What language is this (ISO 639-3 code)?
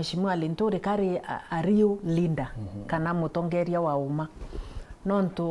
mer